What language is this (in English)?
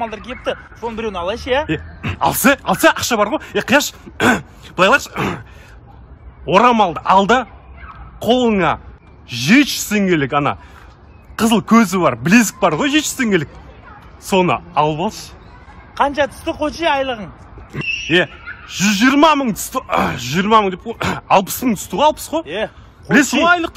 Kazakh